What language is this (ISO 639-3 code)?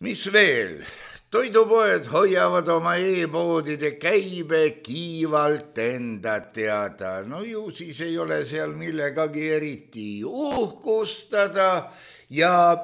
est